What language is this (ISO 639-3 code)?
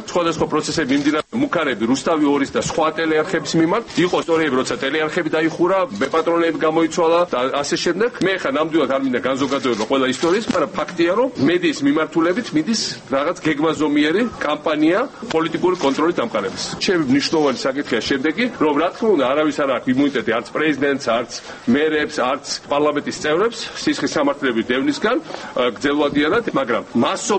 kat